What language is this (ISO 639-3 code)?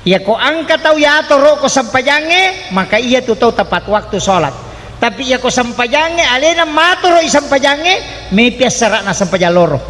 bug